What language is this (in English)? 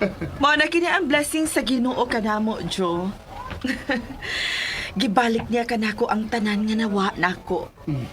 Cebuano